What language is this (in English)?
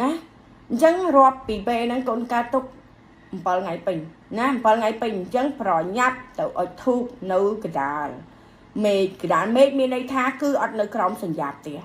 Khmer